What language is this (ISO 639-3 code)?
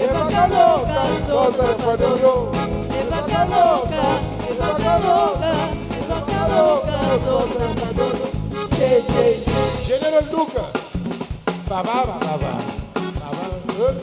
kea